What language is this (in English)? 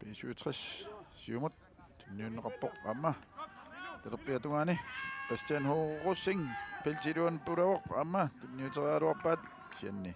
Kalaallisut